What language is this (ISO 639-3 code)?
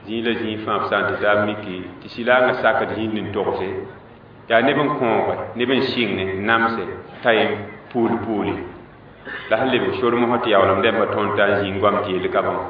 mos